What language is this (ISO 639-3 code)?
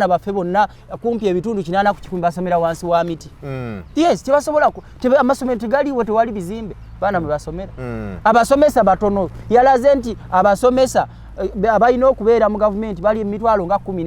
lug